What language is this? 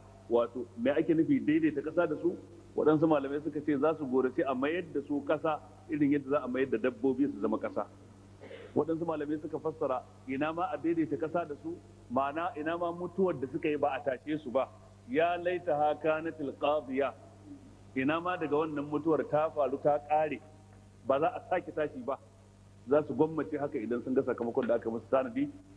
Hausa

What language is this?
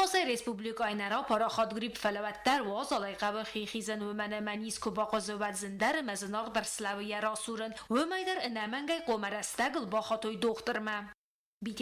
Ossetic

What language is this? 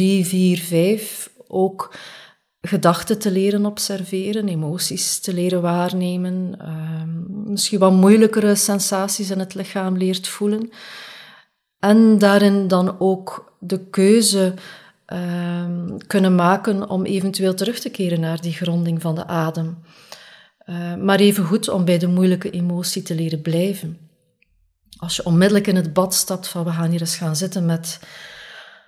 Dutch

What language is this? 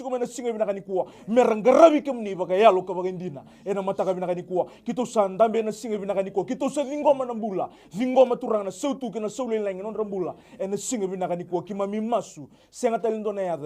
Fijian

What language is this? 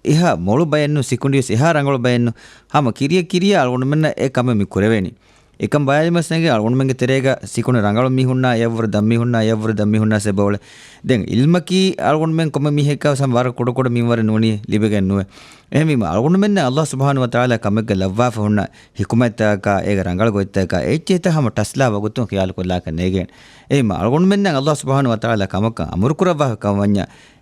Divehi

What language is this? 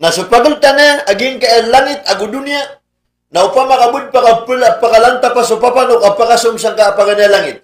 Maranao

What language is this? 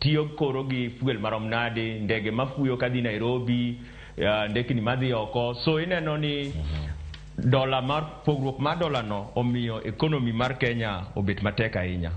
Luo (Kenya and Tanzania)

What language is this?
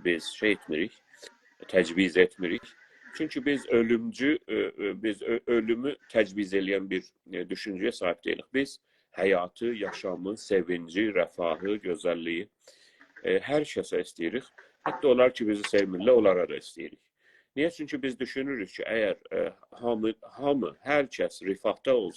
South Azerbaijani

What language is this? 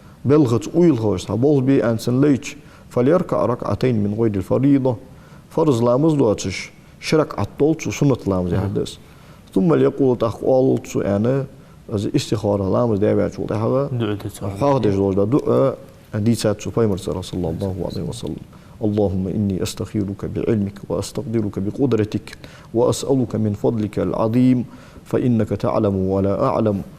Ingush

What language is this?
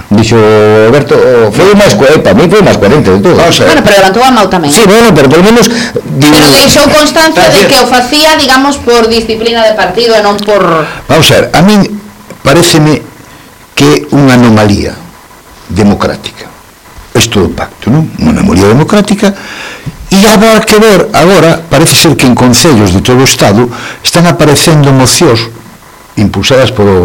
Galician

